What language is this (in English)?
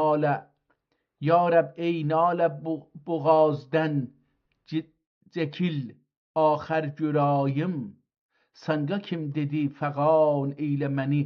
South Azerbaijani